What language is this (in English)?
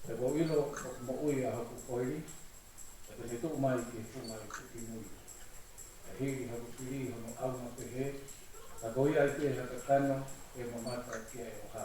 Tongan